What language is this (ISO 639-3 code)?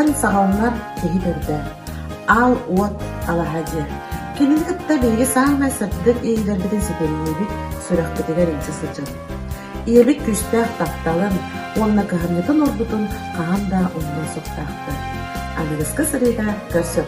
sah